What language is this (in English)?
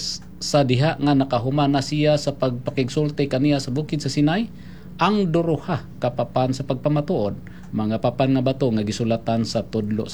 Cebuano